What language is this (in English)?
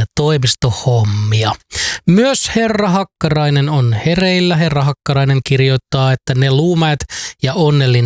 Finnish